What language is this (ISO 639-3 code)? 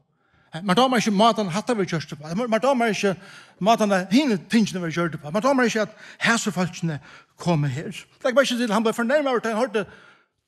fao